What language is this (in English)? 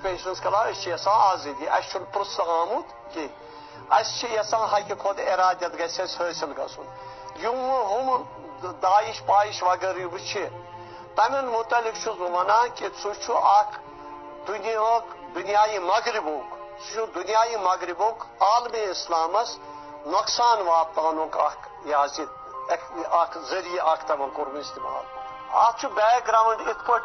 Kashmiri